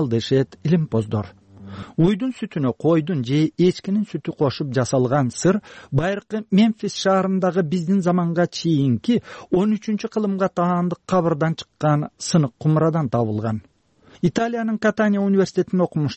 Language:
Kyrgyz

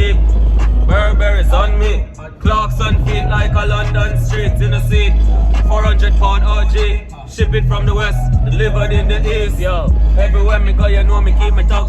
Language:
Jamaican Creole English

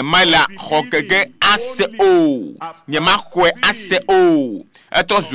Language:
Ewe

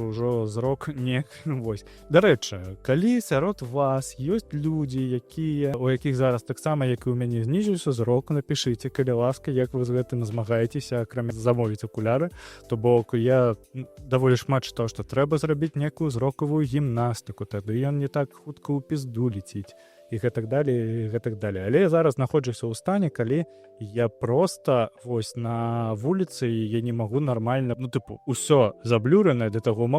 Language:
Belarusian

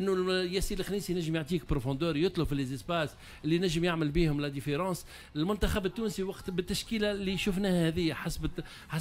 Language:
Tunisian Arabic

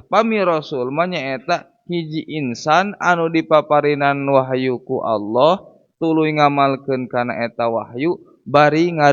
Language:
Sundanese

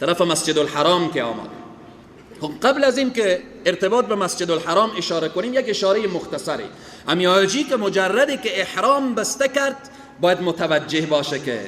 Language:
Persian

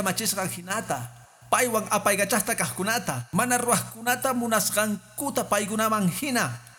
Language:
Quechua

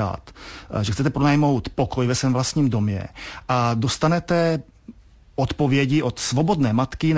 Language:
Czech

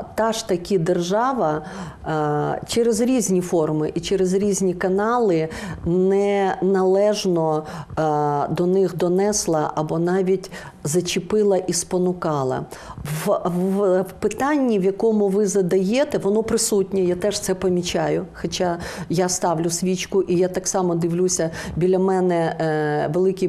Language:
Ukrainian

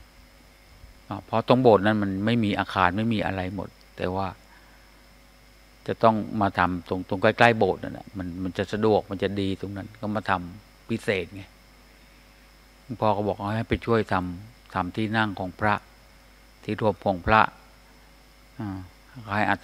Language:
Thai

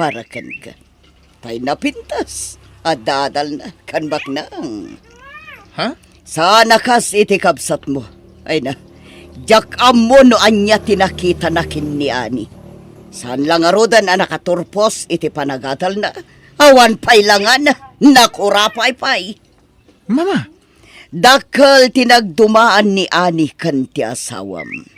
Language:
Iloko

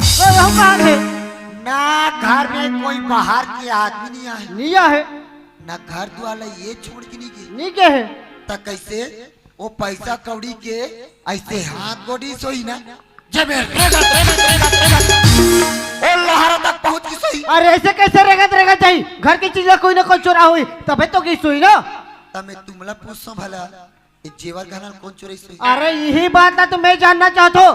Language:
Chhattisgarhi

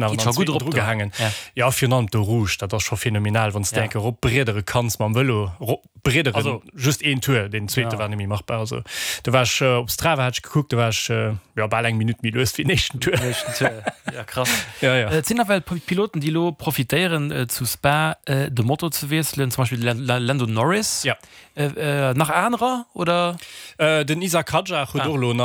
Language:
Luxembourgish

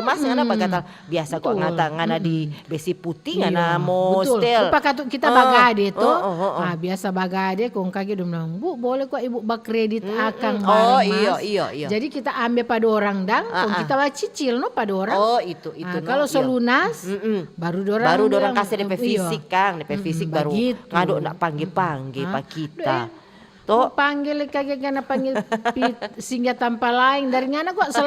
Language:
Manado Malay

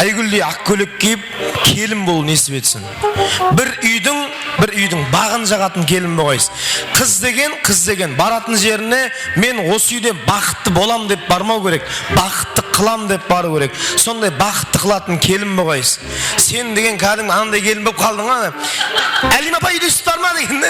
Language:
Kara-Kalpak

